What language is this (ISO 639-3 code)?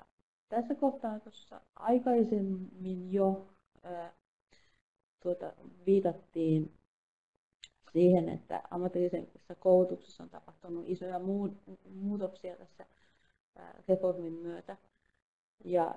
fin